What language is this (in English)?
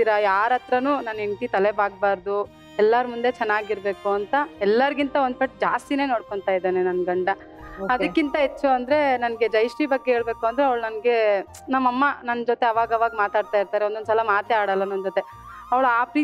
Kannada